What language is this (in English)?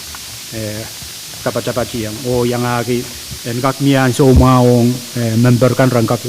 Pohnpeian